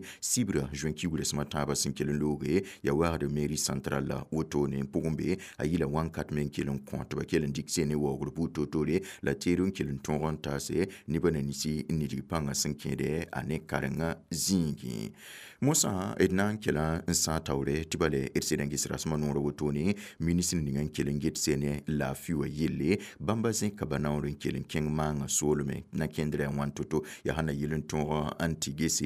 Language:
Mossi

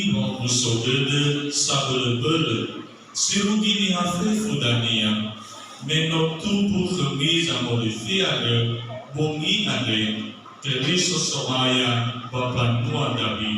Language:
Nias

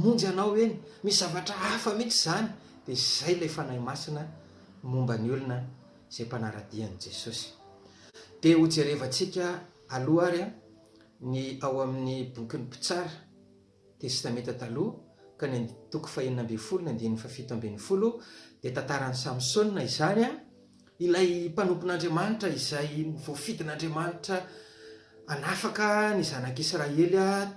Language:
Malagasy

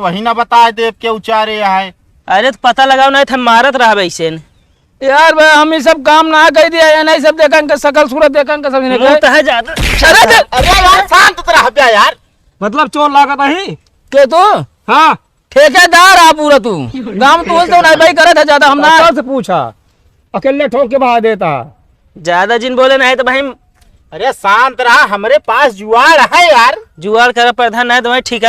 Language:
Awadhi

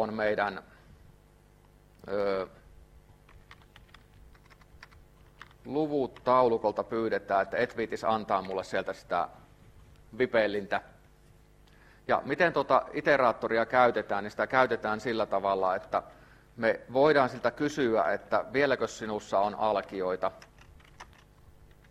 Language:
Finnish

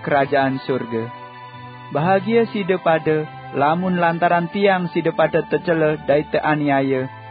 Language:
Sasak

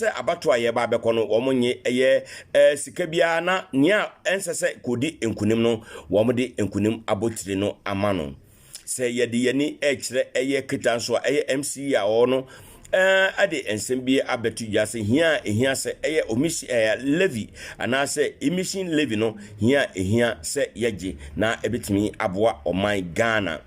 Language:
Akan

